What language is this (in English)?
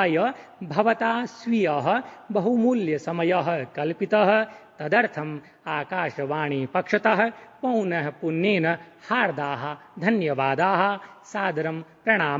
Sanskrit